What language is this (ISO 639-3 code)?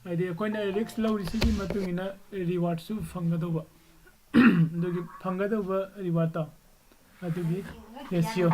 mni